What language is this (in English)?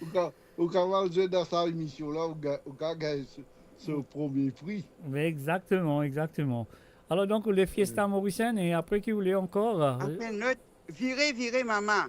Morisyen